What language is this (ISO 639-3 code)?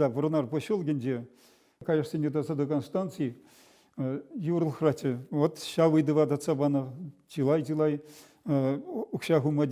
chv